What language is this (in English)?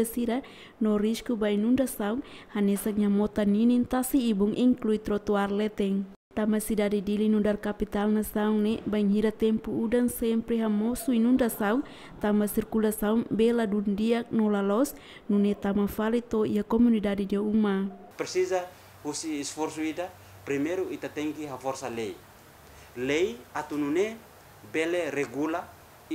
Tetum